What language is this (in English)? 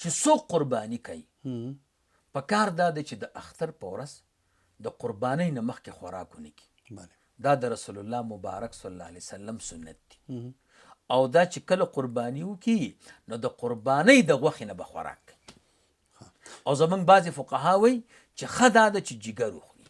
Pashto